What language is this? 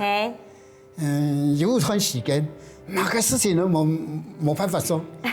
Hakka Chinese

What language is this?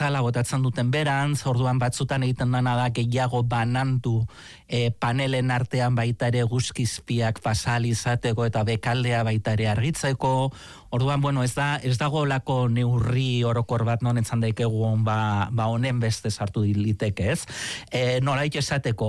Basque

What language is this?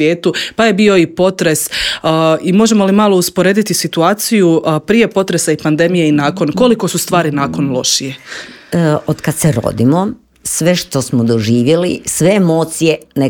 Croatian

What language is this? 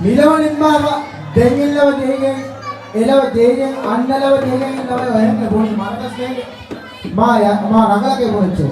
Divehi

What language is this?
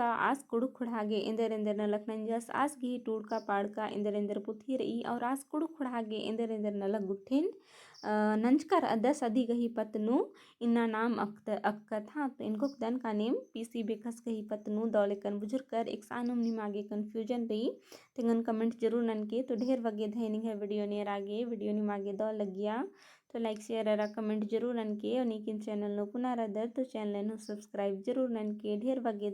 Kurukh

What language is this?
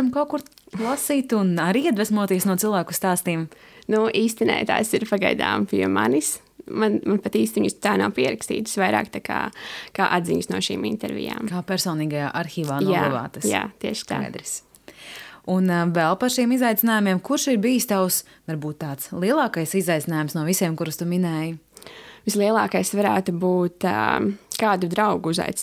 Latvian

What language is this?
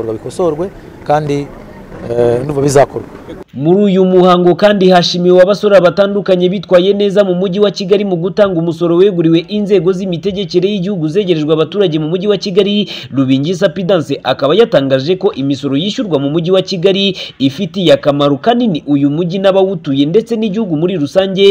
Kinyarwanda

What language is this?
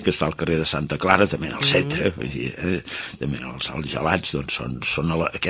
Catalan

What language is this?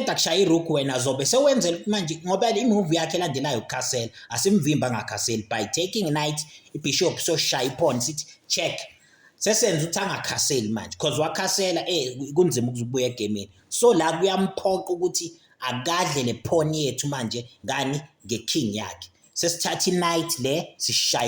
Zulu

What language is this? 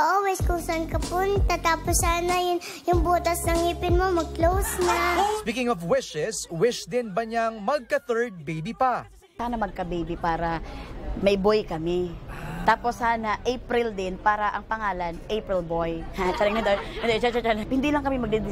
Filipino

